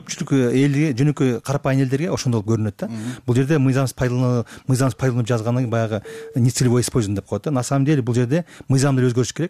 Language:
Kyrgyz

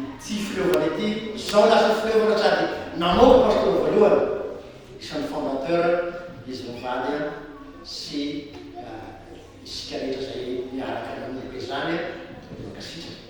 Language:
Malagasy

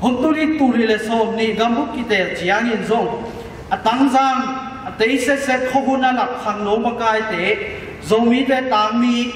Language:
Tedim Chin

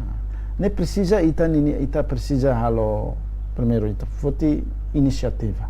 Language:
Tetum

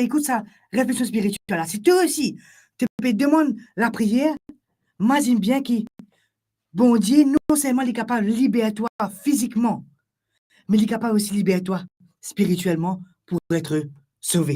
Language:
Morisyen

